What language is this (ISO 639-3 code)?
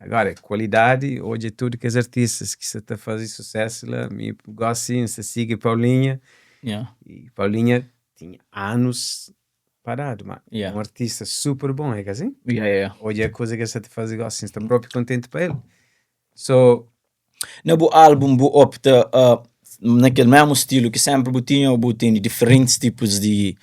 kea